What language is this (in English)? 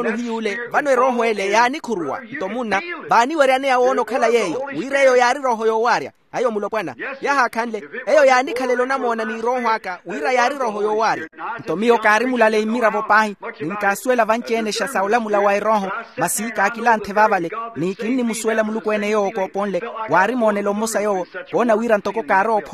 Makhuwa